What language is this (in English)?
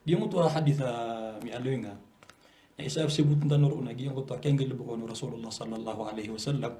Maranao